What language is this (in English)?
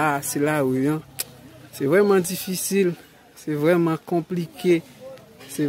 Haitian Creole